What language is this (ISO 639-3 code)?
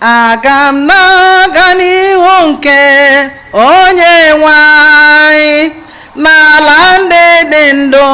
ibo